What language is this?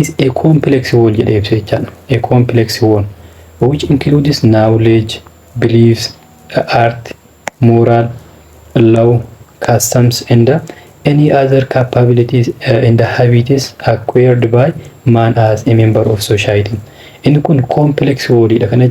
Oromo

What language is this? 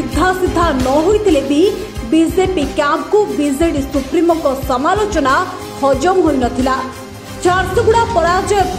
Odia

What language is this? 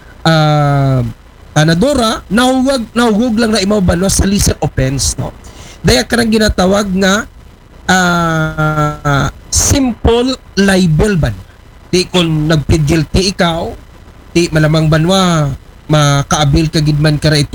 Aklanon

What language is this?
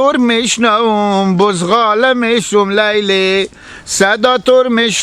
Hazaragi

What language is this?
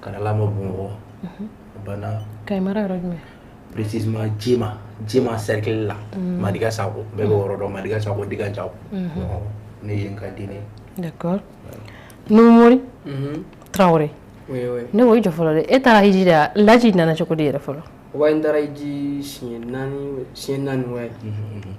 Bambara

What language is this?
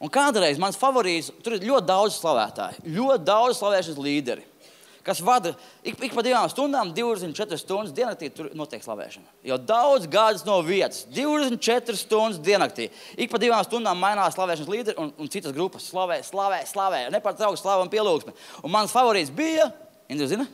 Latvian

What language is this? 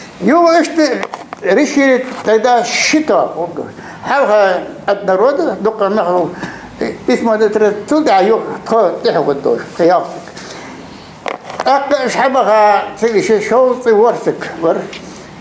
Ingush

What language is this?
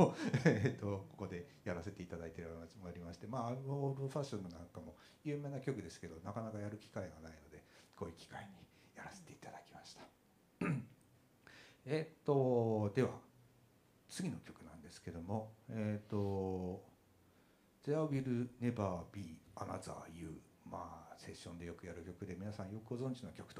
Japanese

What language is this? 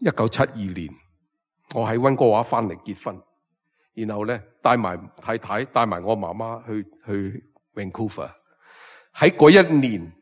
Cantonese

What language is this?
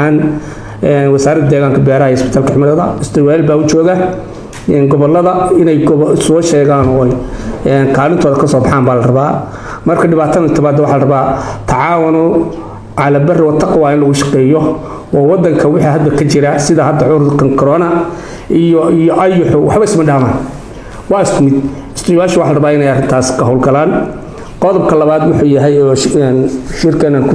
Somali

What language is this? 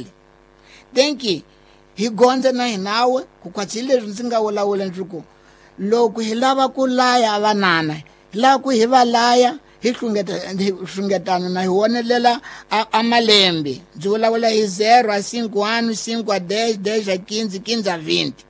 Tsonga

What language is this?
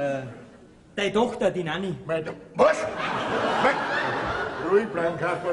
Bavarian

